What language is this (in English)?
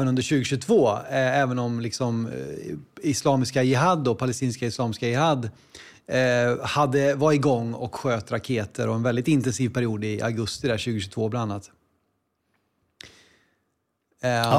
Swedish